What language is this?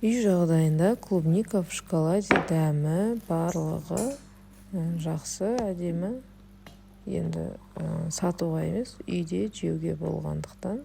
Kazakh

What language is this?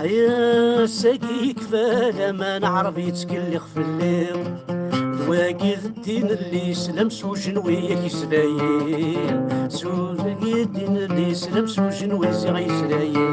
Kabyle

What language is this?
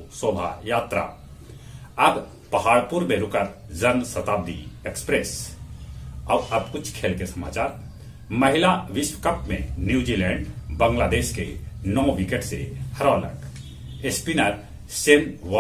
Magahi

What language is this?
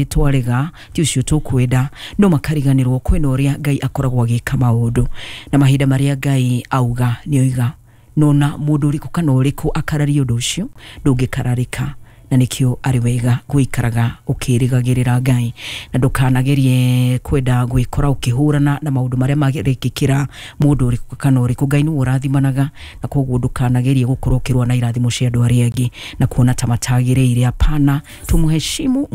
Kikuyu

